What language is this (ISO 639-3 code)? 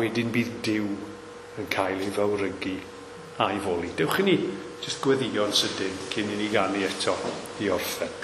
cym